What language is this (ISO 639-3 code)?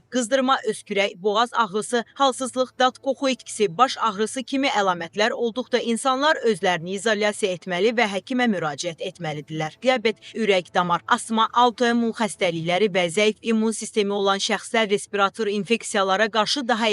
aze